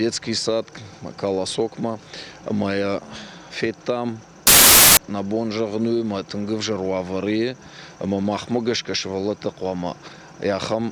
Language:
Ossetic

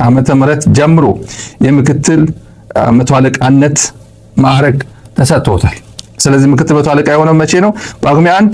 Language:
Amharic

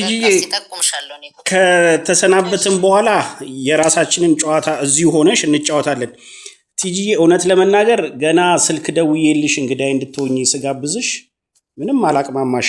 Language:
Amharic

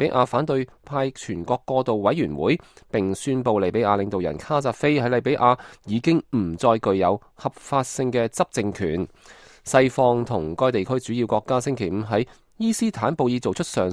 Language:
Cantonese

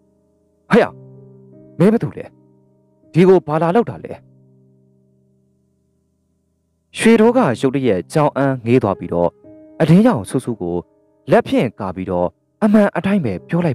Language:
Burmese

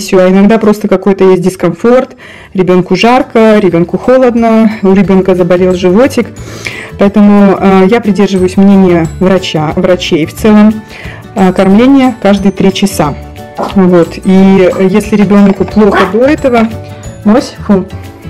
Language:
Russian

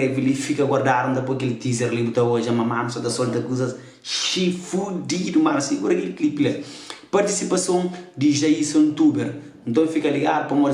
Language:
Kabuverdianu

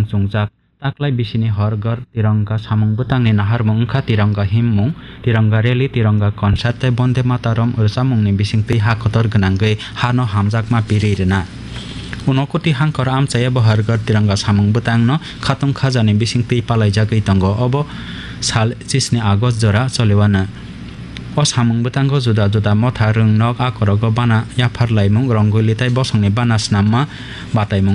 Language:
Bangla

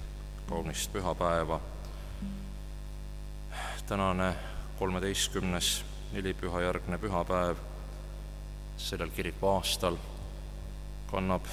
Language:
Estonian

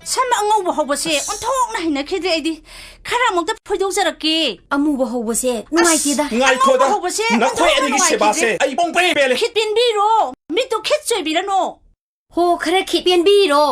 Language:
Manipuri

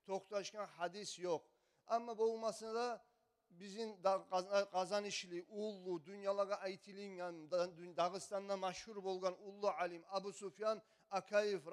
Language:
Kumyk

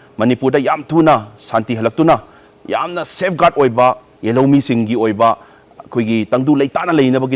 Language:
Manipuri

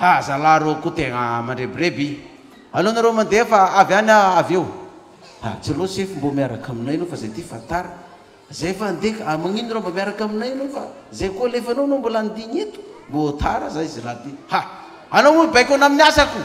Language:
Malagasy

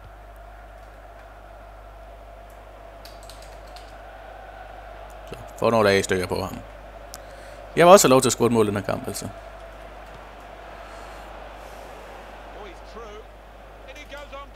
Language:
Danish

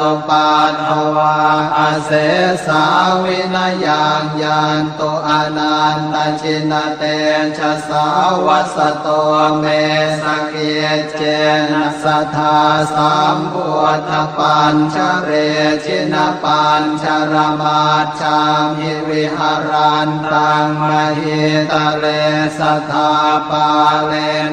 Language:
Pali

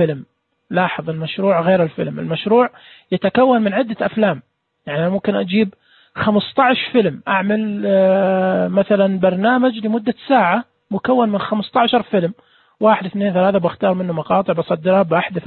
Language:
Najdi Arabic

